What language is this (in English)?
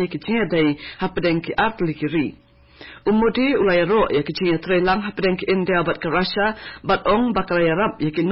Khasi